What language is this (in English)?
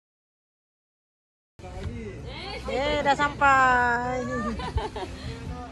Malay